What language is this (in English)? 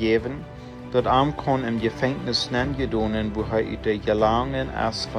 Plautdietsch